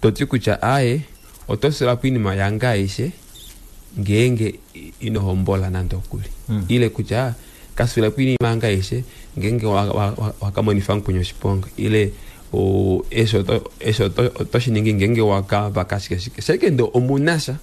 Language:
Kuanyama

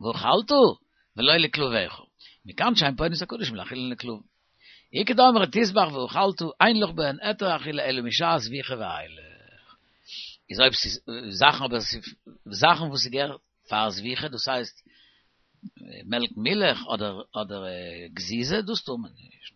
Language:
Yiddish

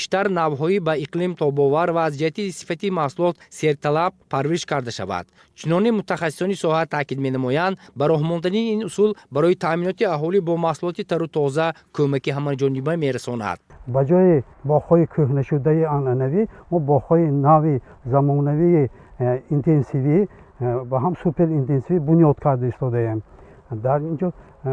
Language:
Tajik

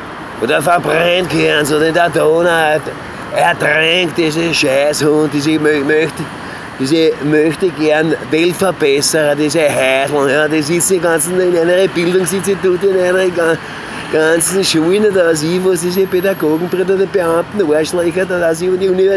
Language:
Bavarian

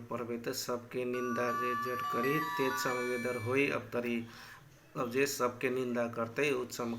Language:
Maithili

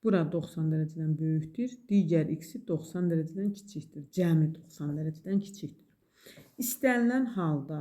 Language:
Azerbaijani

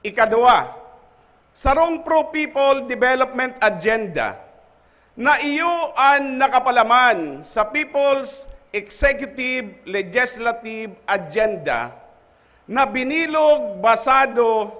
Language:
Bikol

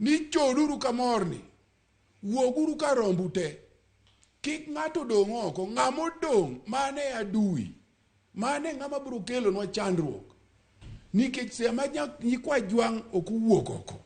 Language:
Luo (Kenya and Tanzania)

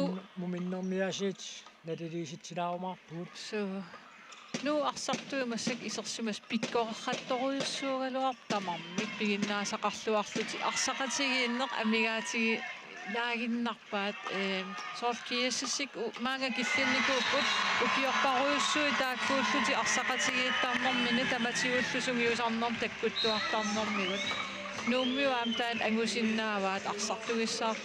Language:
Kalaallisut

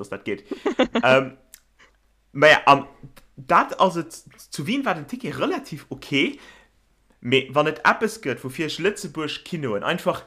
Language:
Luxembourgish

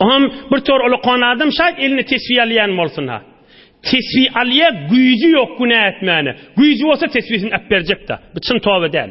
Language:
Turkmen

